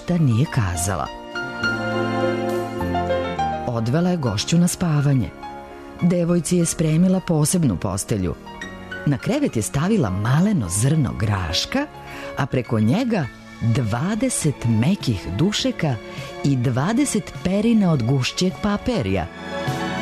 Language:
Serbian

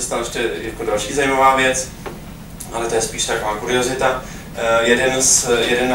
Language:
Czech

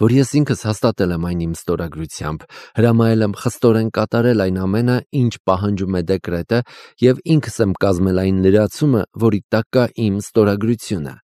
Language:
Armenian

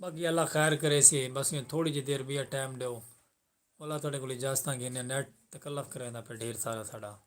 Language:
Saraiki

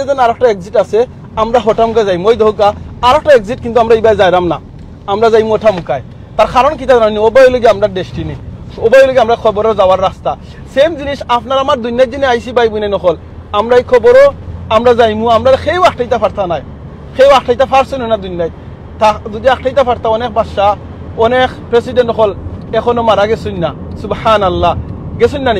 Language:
Sylheti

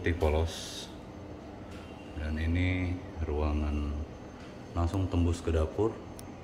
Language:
Indonesian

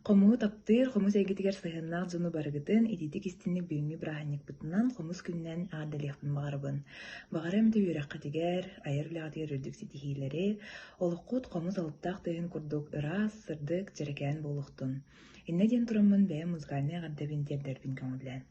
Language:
Yakut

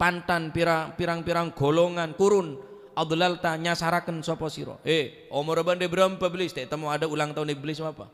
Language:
Madurese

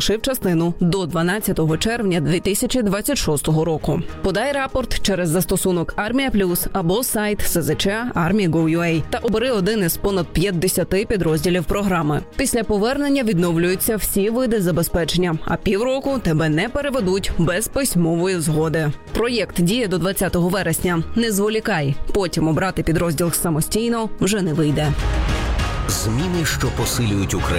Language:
Ukrainian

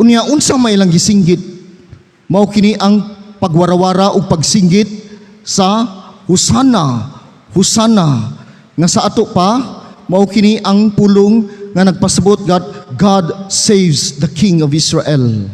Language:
Cebuano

